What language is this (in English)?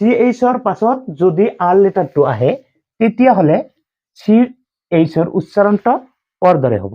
Assamese